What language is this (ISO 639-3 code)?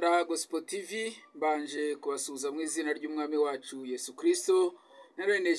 kin